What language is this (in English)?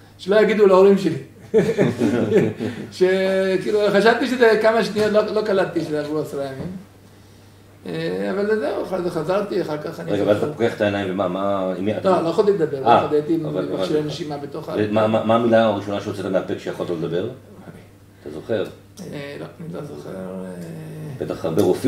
Hebrew